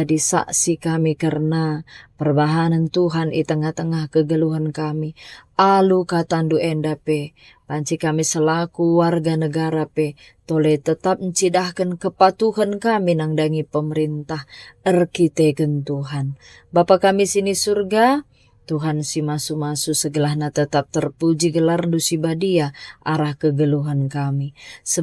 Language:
Batak Karo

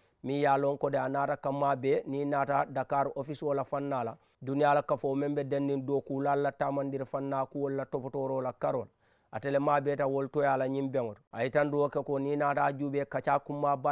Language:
Mandingo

